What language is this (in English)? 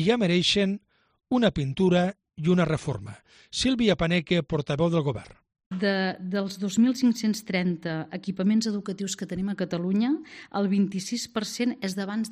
Catalan